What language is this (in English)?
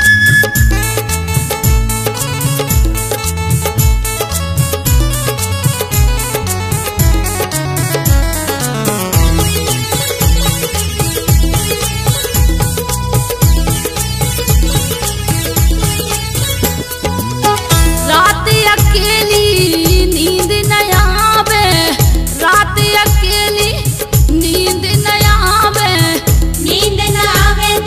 Bundeli